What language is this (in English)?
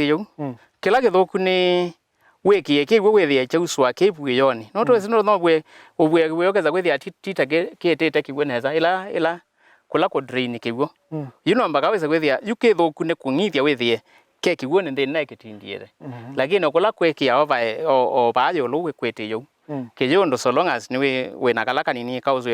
Kamba